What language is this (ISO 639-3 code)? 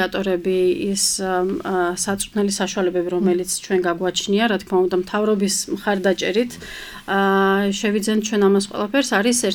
kat